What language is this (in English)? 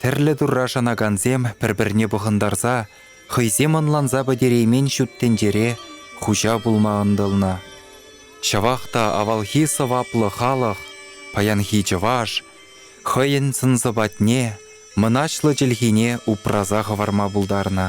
Chuvash